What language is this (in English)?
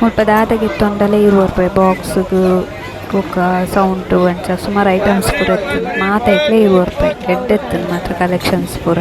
Tulu